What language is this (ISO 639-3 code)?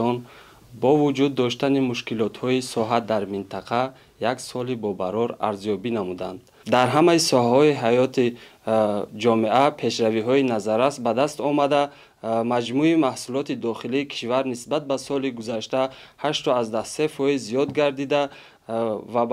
tgk